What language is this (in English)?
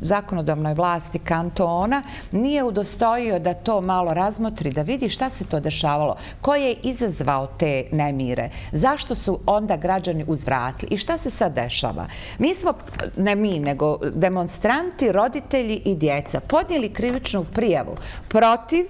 Bosnian